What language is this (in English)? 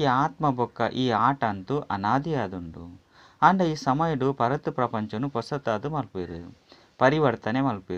Tulu